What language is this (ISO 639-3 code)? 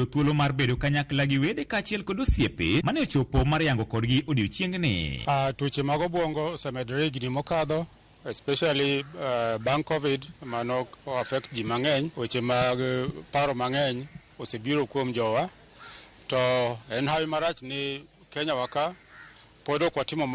luo